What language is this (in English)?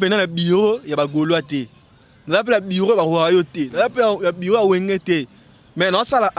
Lingala